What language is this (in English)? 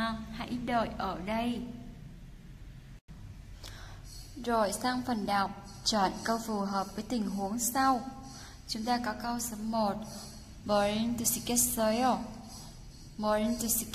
Vietnamese